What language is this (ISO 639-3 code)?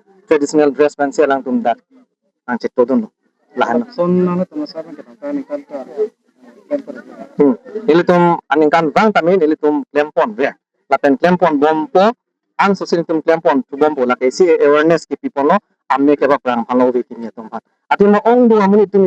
mjw